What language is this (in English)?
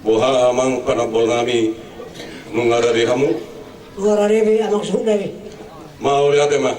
Batak Toba